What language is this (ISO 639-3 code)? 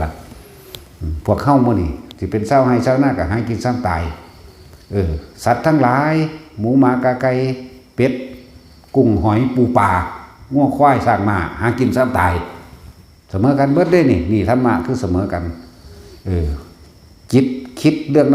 tts